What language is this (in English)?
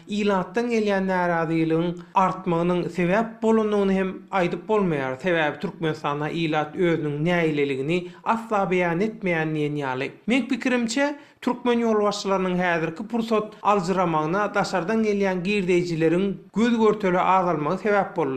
Turkmen